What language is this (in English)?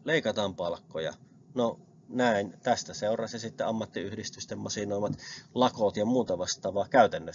Finnish